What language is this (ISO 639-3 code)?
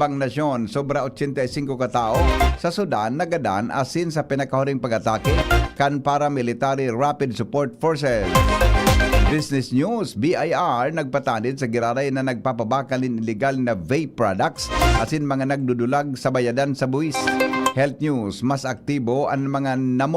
bik